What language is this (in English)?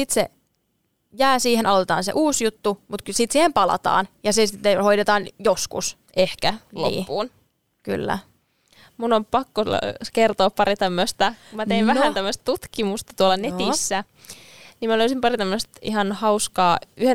Finnish